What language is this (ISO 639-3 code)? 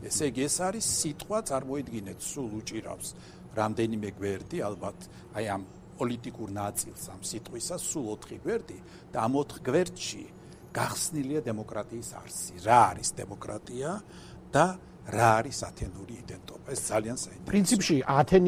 kat